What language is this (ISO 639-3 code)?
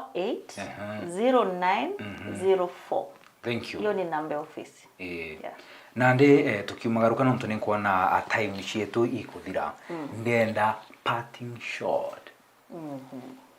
mer